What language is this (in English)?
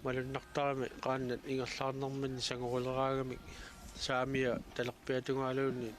Kalaallisut